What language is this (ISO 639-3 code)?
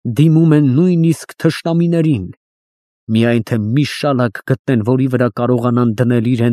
hye